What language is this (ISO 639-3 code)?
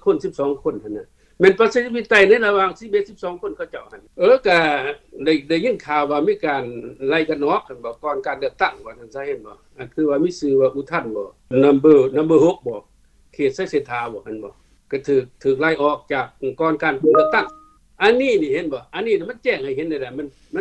lao